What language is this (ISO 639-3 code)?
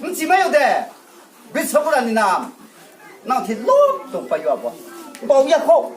ria